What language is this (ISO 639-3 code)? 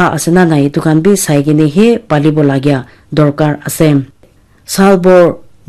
nag